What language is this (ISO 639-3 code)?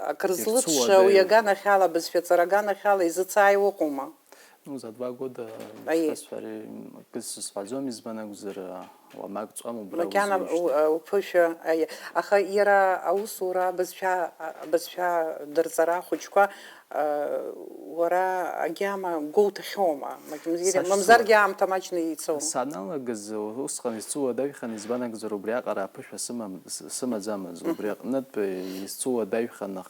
abk